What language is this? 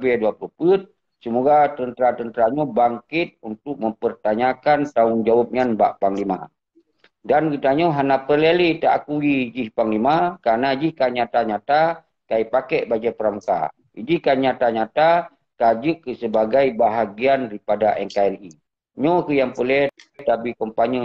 Achinese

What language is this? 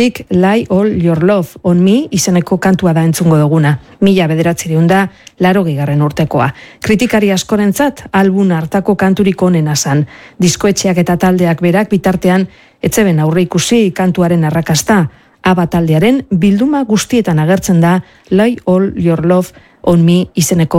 Basque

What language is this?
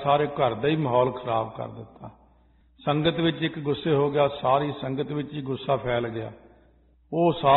Punjabi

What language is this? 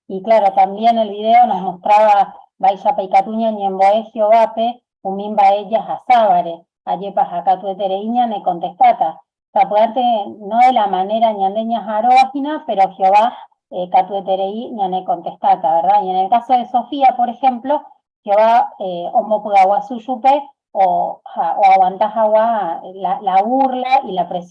Guarani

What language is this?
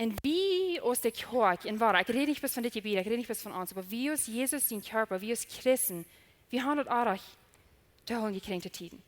Plautdietsch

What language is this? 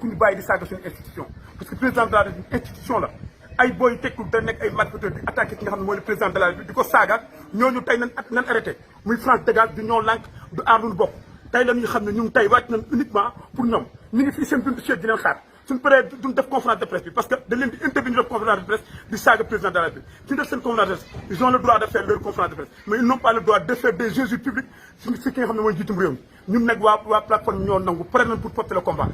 Wolof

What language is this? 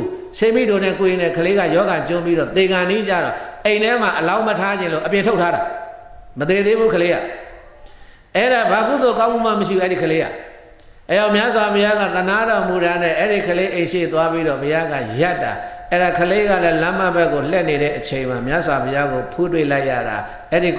Burmese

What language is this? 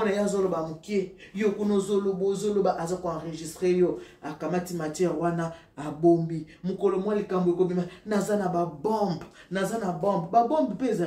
Lingala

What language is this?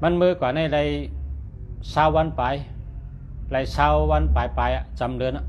Shan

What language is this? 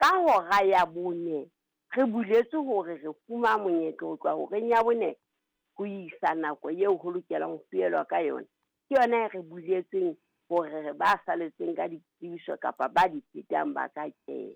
Southern Sotho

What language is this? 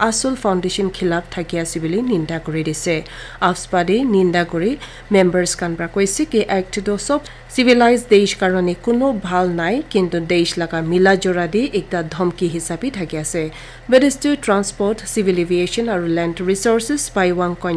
Naga Pidgin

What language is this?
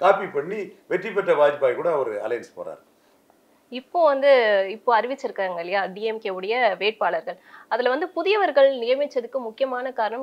Tamil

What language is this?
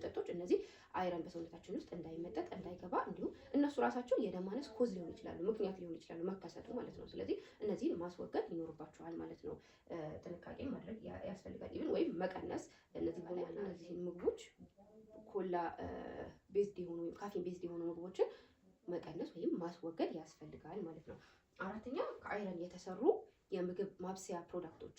Amharic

